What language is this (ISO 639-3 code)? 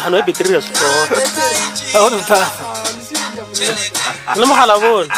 nso